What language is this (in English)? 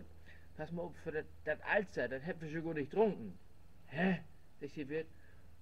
Low German